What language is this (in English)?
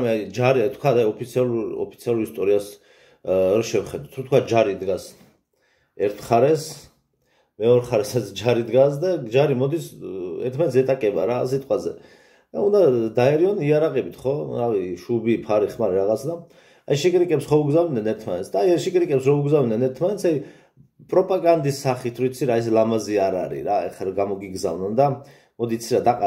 Georgian